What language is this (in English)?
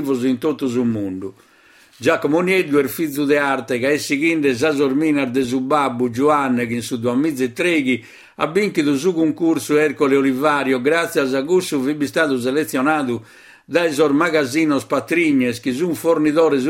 Sardinian